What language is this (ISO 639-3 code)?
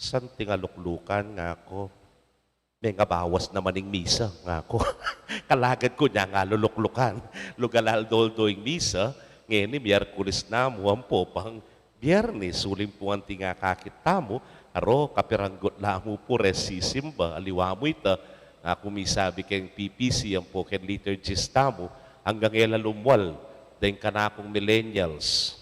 pam